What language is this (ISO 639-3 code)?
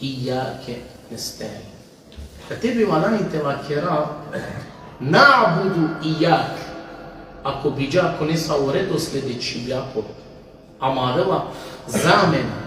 rmn